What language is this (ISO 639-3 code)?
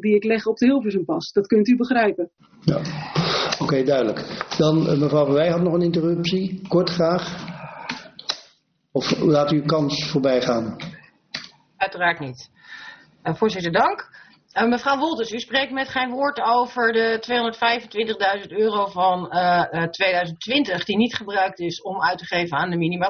nld